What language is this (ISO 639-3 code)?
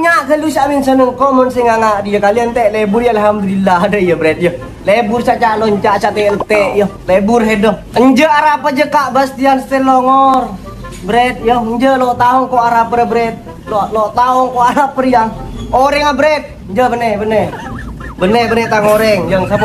mad